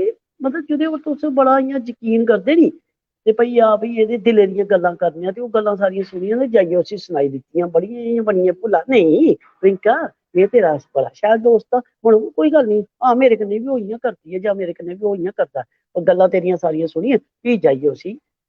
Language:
Dogri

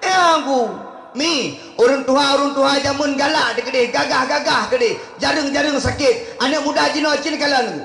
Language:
Achinese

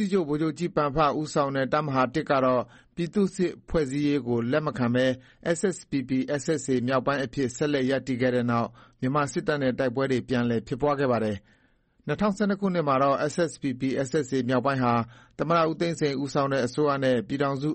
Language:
Burmese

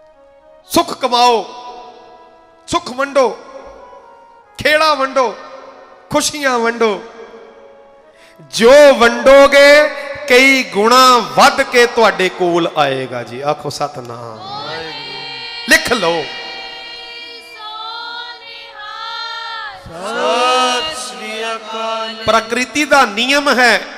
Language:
Punjabi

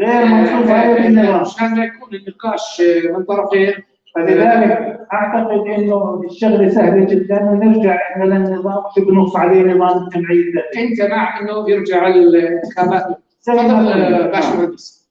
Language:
North Levantine Arabic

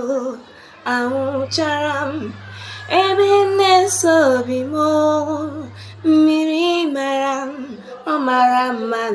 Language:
Igbo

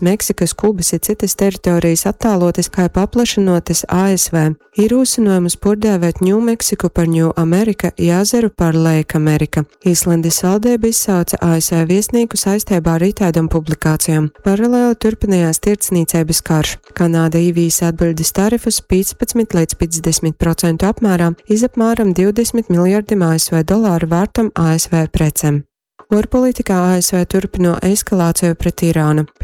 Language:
Latgalian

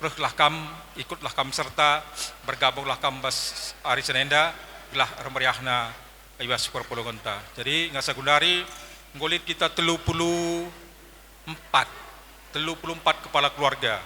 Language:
Batak Karo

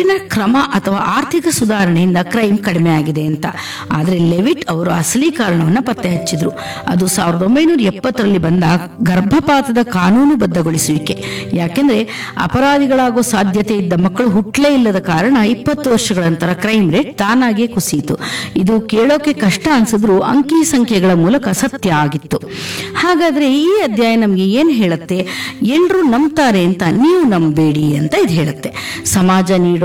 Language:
Kannada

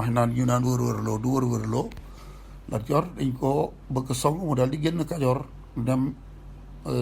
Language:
Wolof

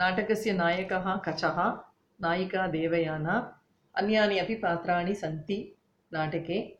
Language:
Sanskrit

